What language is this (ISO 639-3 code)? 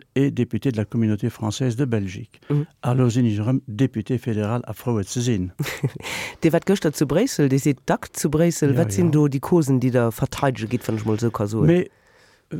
ltz